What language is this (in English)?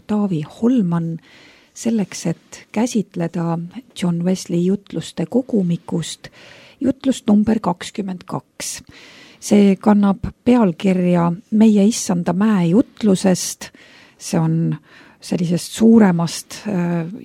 Estonian